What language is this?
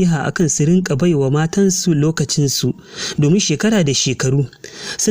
Hausa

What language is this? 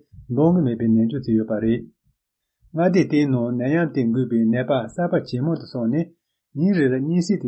Tibetan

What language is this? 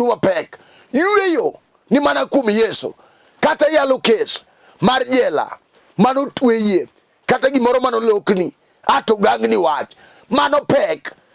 Luo (Kenya and Tanzania)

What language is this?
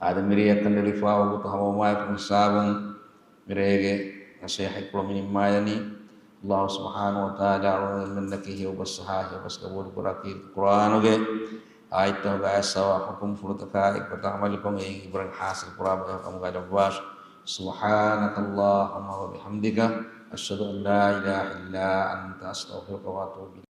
Divehi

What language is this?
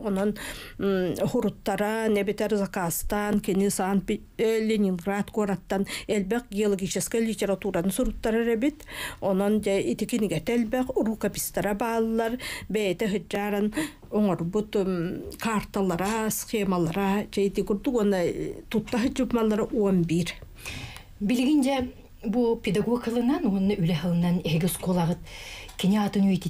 Yakut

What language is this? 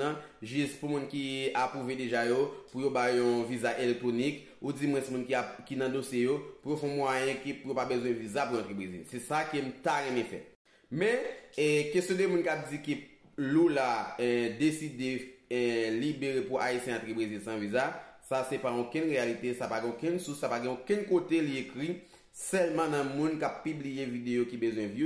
Haitian Creole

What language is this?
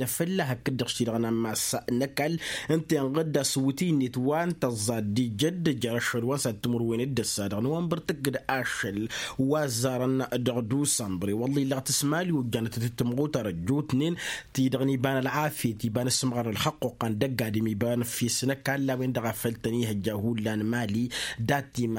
Tamasheq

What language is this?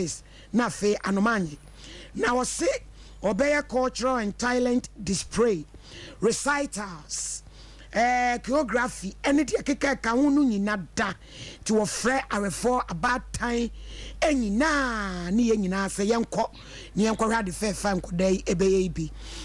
Akan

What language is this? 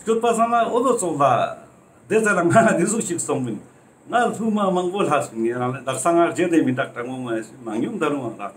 Ladakhi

